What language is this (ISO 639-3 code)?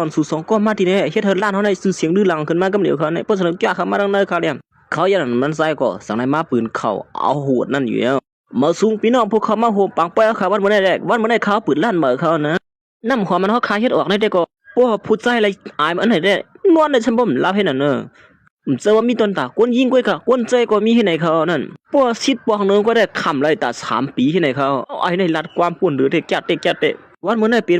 shn